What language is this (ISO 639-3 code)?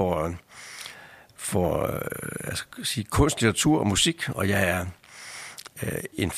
dan